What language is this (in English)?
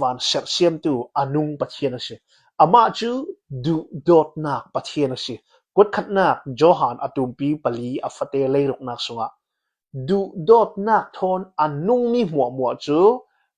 Hakha Chin